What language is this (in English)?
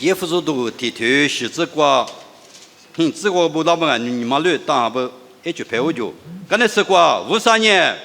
Lisu